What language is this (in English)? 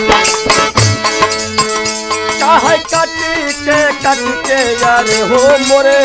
Bhojpuri